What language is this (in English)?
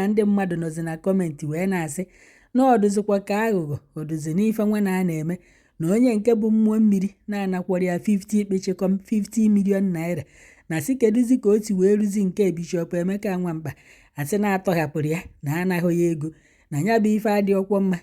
Igbo